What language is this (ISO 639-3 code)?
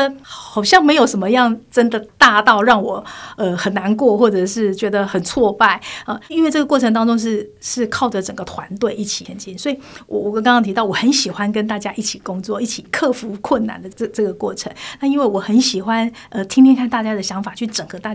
zho